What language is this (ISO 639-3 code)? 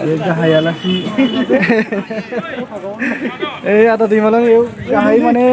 brx